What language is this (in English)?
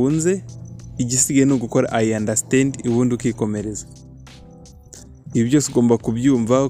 Kinyarwanda